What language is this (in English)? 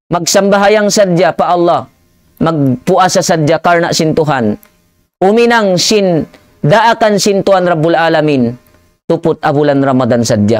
Tausug